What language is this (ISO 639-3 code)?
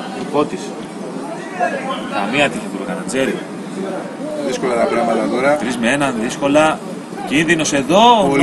ell